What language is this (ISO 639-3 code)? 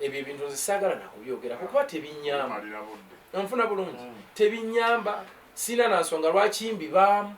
lug